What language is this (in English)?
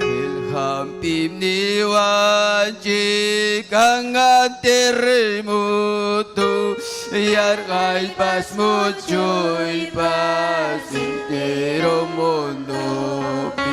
Ayacucho Quechua